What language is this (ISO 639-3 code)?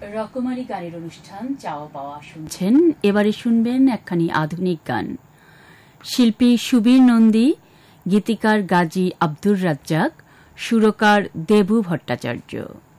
ben